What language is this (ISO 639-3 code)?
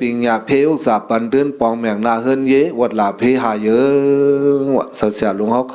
shn